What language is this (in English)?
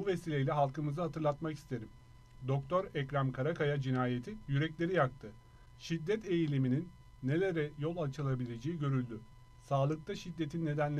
Turkish